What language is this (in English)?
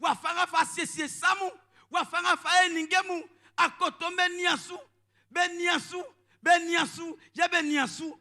Baoulé